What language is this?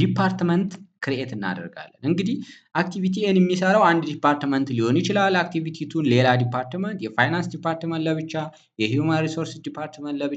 Amharic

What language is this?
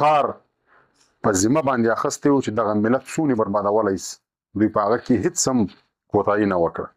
Pashto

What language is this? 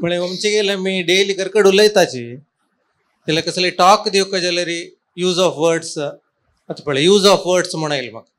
Konkani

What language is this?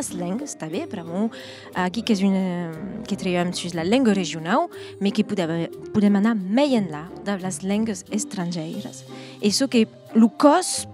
Occitan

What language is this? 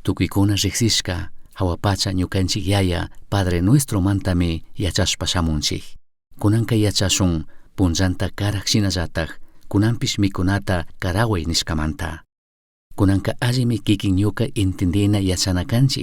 Chimborazo Highland Quichua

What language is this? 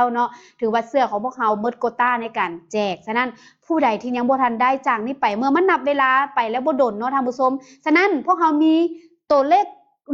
Lao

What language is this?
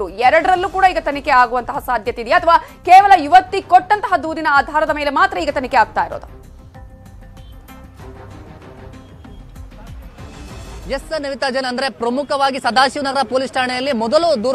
Kannada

